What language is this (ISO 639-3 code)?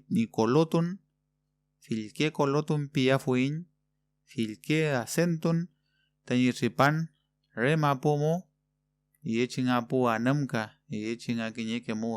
arn